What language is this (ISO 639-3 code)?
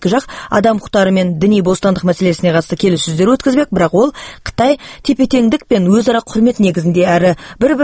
kaz